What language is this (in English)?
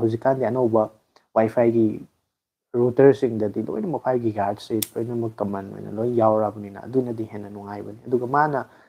Manipuri